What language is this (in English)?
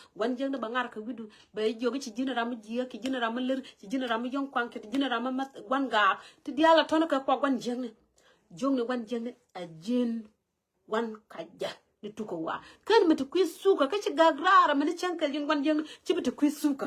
Nuer